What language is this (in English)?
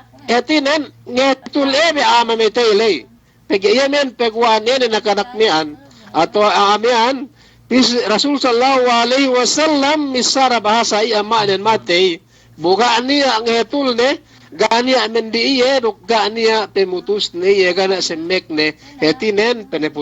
Yakan